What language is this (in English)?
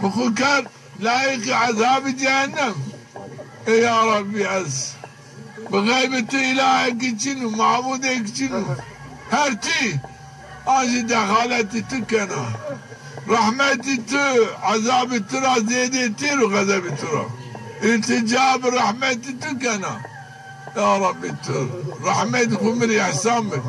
Zaza